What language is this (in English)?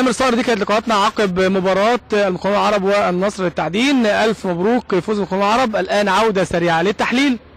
Egyptian Arabic